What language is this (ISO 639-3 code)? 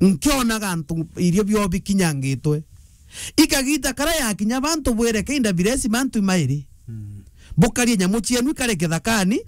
mer